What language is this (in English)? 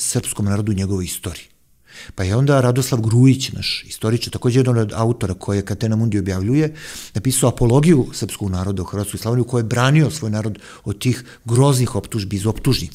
Serbian